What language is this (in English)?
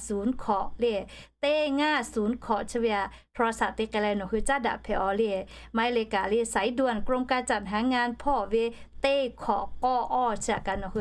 Lahu